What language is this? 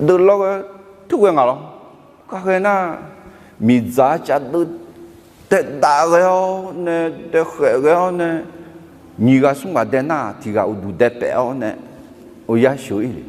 Akha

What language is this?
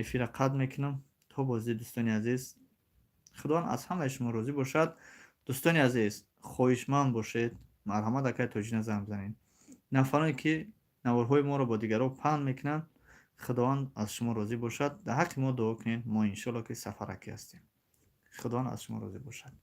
Tajik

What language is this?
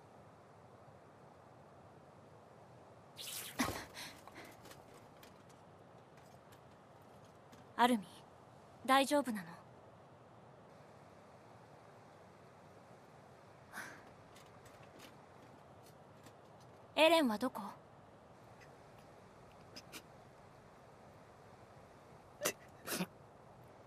Japanese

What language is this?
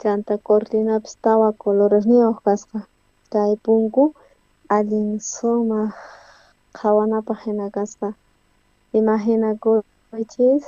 South Bolivian Quechua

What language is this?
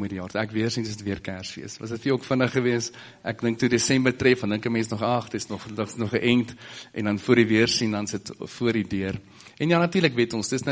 Afrikaans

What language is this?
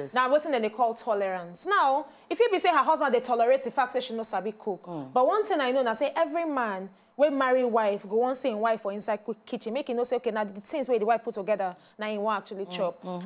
Nigerian Pidgin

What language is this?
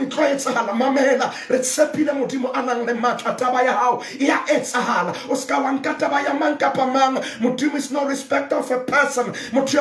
Southern Sotho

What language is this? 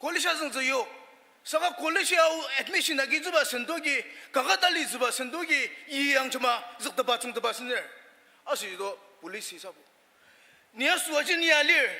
Ao Naga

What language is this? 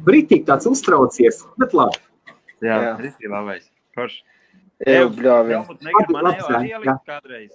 Latvian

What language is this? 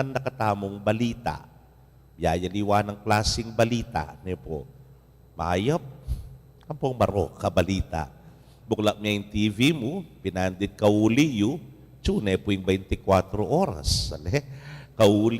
Pampanga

